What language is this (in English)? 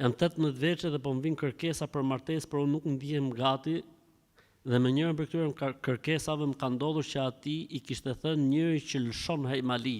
Albanian